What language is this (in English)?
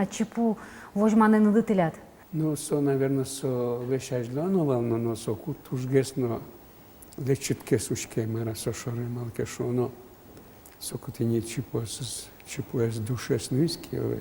Udmurt